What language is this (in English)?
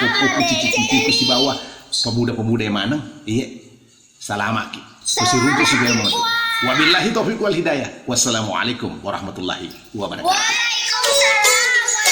Buginese